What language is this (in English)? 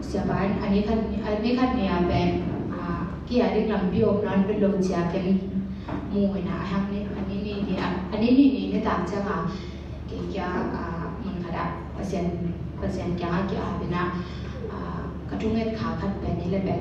Tedim Chin